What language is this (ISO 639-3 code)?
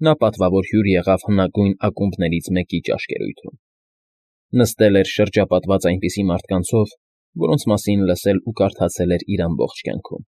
hye